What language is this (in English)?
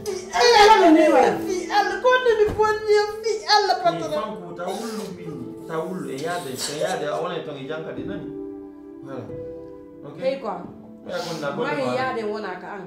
Pular